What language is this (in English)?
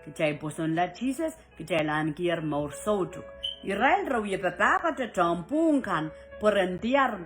Pohnpeian